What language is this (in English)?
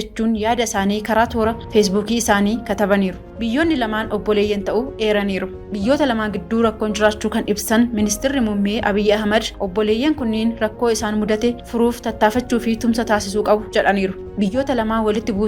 Oromo